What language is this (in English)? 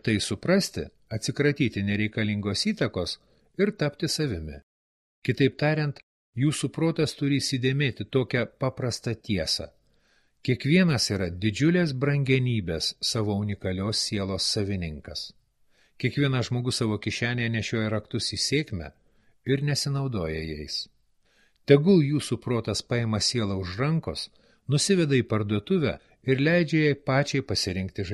Lithuanian